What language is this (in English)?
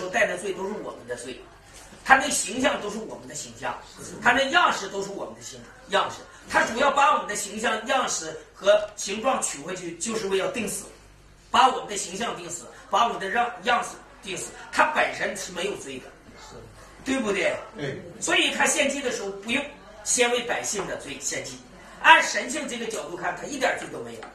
Chinese